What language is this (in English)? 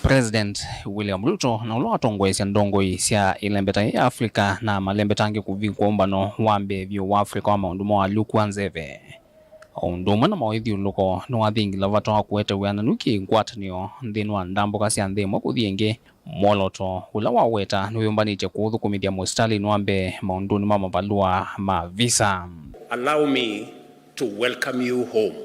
Kamba